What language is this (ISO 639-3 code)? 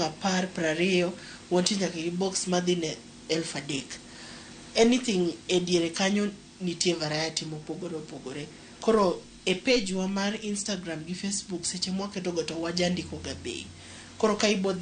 luo